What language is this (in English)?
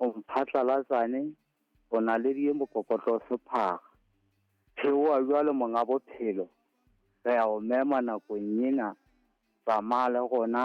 Southern Sotho